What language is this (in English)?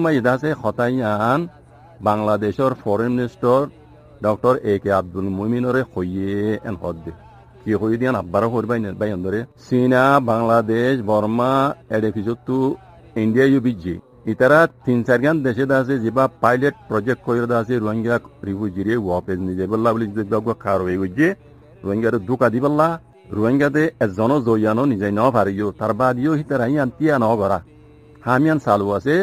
Rohingya